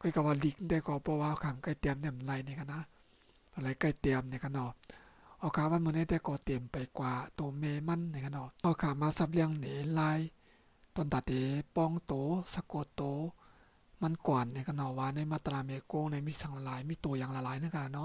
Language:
Shan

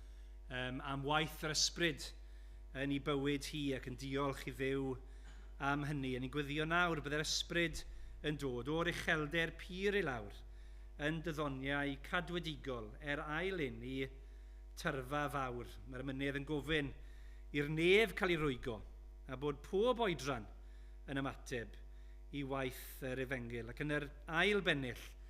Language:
Welsh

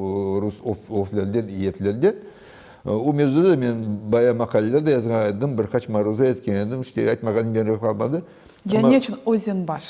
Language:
Crimean Tatar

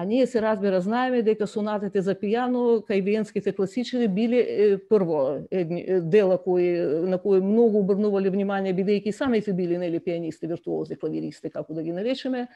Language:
Macedonian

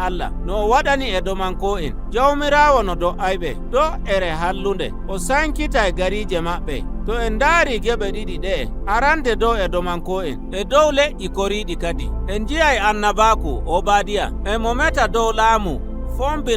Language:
Nigerian Fulfulde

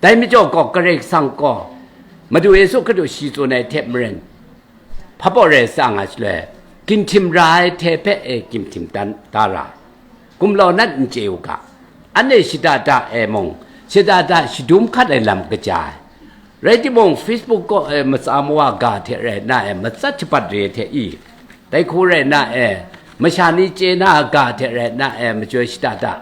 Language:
Kachin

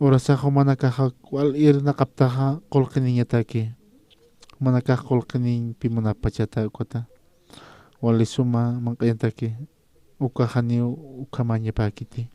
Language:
Aymara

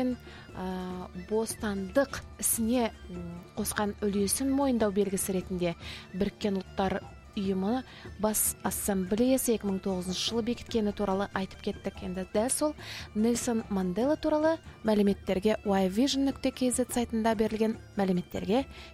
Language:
Kazakh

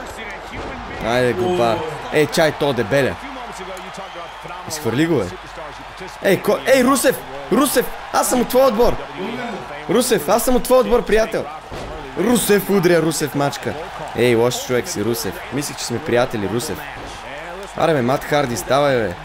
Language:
Bulgarian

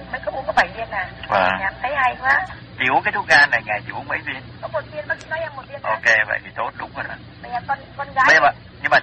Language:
Vietnamese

